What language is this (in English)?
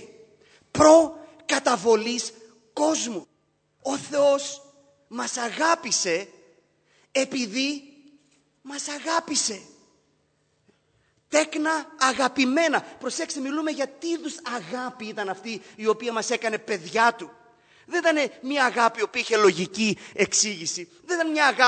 Greek